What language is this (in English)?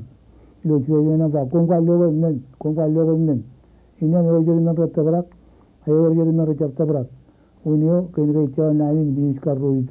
Marshallese